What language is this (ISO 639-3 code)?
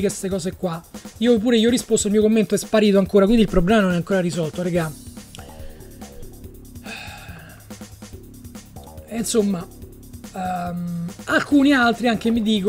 ita